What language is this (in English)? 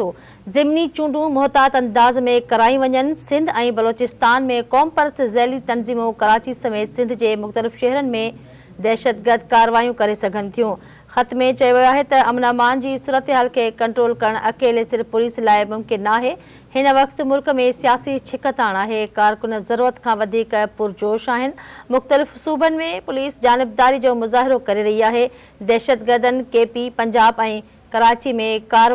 Sindhi